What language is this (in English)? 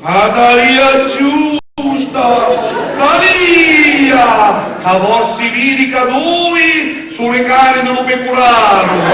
Sicilian